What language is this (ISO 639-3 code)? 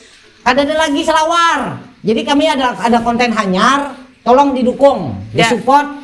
bjn